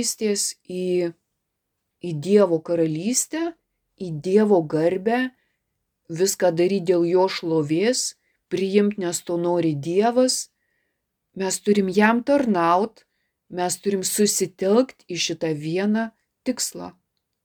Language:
Lithuanian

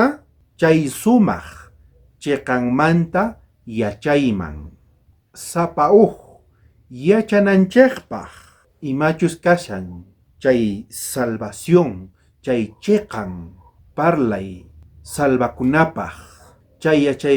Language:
South Bolivian Quechua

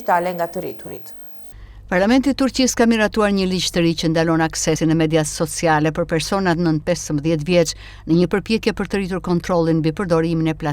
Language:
Albanian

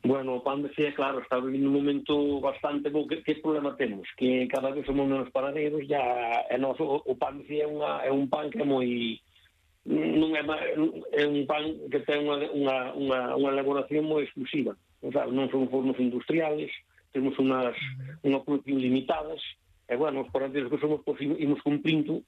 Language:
Galician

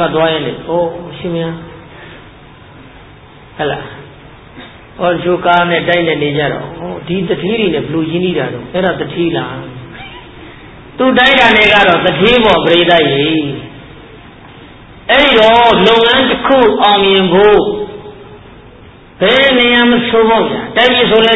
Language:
Burmese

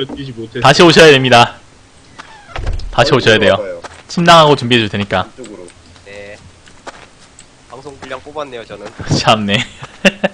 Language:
Korean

